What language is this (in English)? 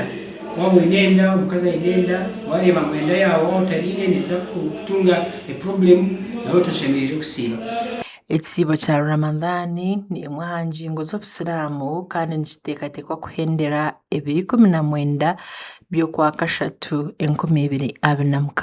Nyankole